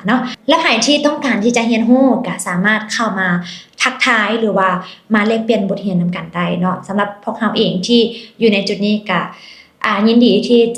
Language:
Lao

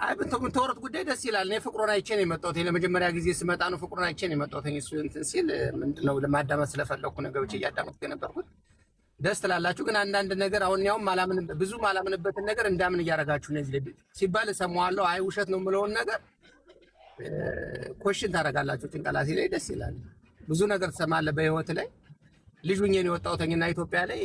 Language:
Amharic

